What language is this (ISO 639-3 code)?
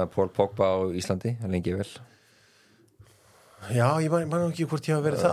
isl